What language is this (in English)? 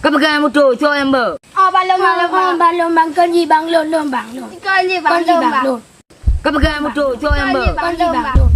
Achinese